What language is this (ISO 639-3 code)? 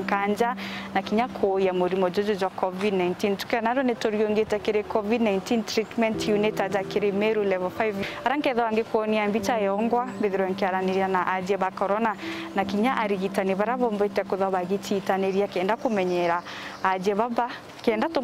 mer